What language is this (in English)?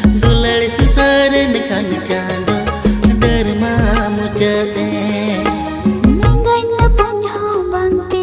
Santali